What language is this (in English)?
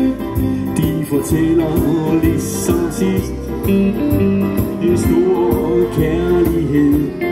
Danish